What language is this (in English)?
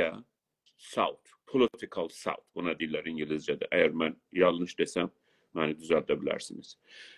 South Azerbaijani